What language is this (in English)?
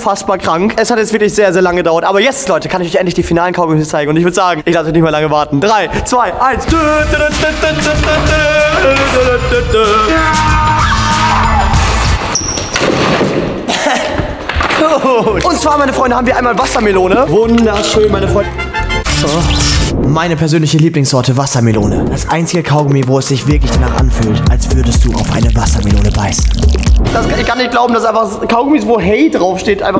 German